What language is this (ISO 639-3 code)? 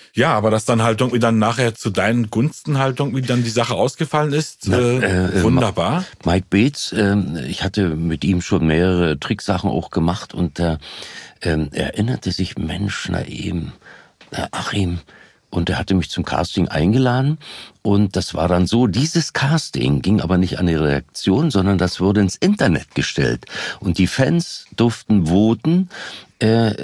deu